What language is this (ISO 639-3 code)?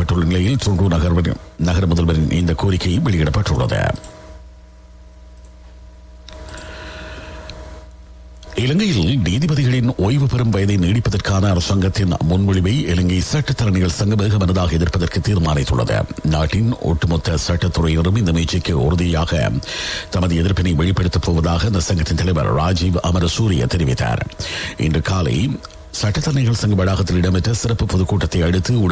tam